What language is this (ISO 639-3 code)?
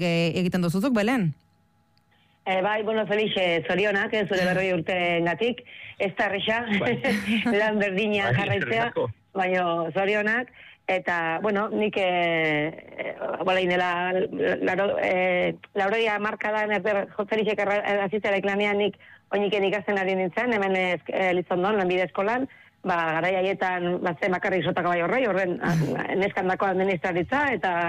eus